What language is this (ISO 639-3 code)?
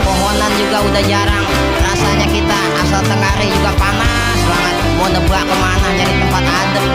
bew